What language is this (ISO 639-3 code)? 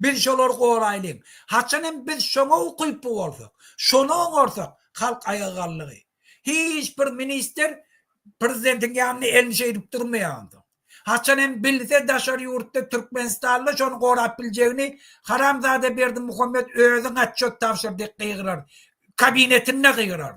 tuk